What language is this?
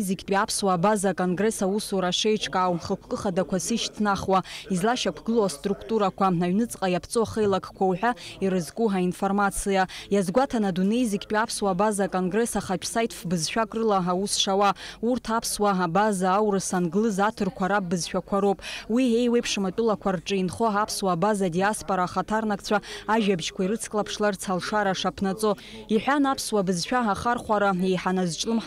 Abkhazian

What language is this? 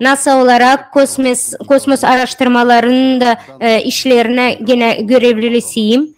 Gagauz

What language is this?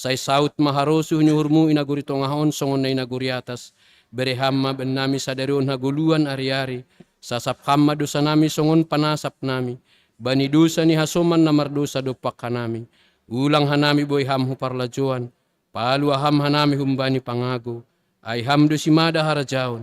Batak Simalungun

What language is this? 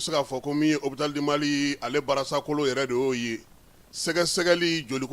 Bambara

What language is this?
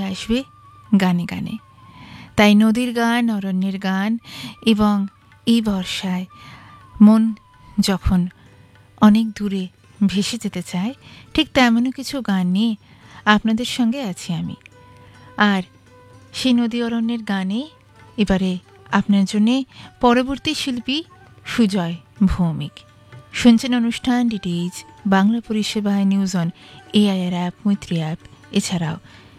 Bangla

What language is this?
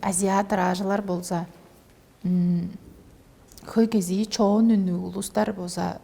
Tuvinian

